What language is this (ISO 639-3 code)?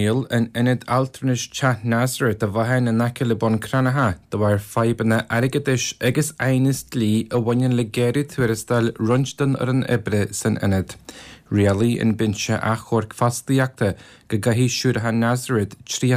gle